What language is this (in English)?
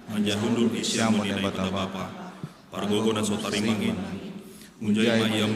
Batak Simalungun